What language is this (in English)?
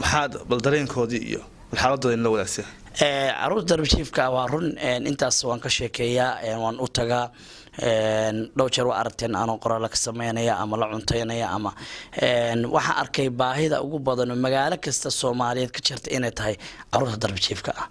Somali